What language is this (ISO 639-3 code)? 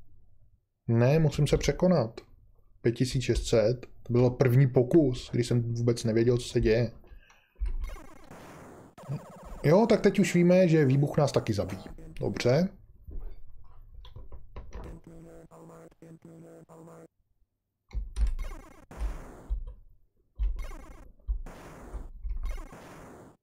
ces